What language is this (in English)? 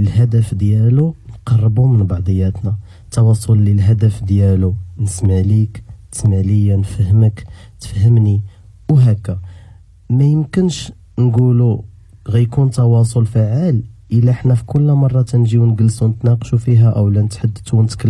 Moroccan Arabic